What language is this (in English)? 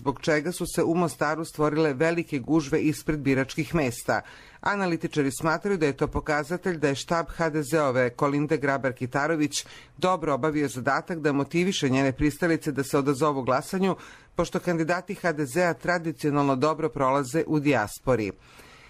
Croatian